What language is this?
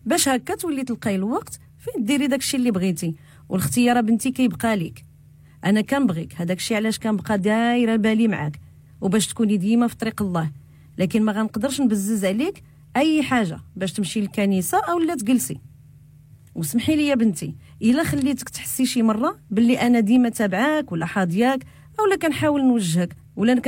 Moroccan Arabic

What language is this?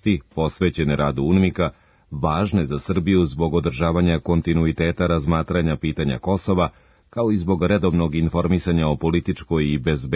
Serbian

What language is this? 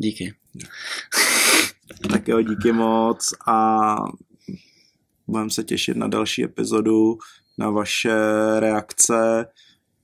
Czech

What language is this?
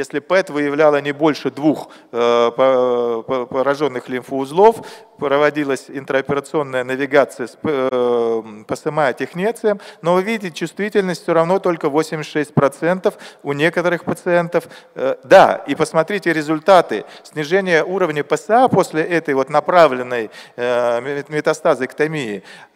Russian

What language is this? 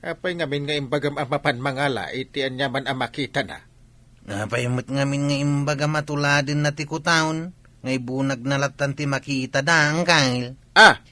Iloko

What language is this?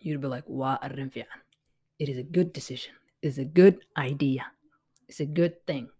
English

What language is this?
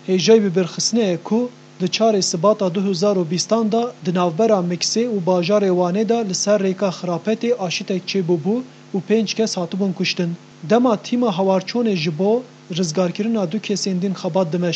Kurdish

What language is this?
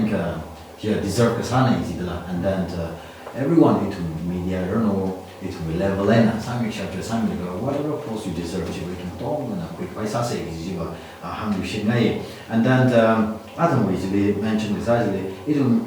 Tangkhul Naga (India)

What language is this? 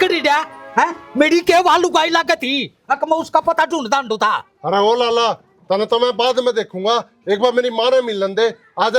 Haryanvi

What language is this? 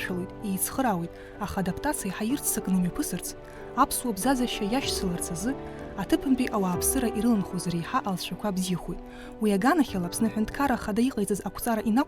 Abkhazian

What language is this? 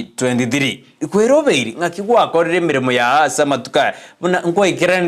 Gusii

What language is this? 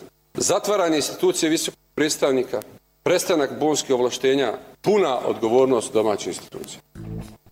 Bosnian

